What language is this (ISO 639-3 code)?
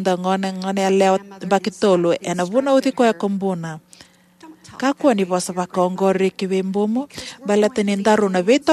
fij